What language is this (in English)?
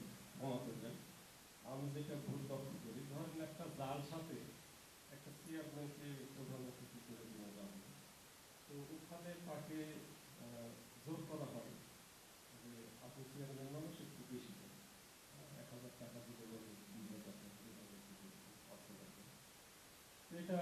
Bangla